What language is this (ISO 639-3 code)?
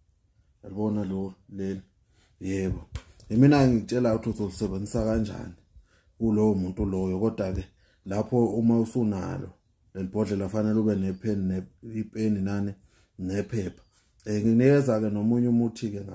zul